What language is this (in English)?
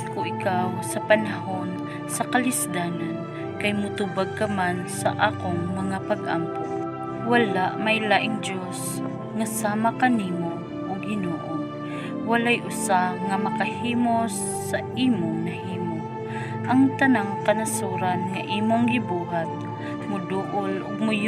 Cebuano